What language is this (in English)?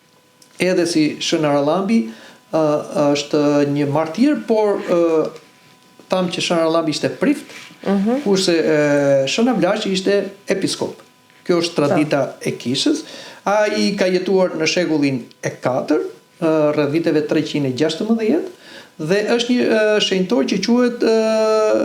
Albanian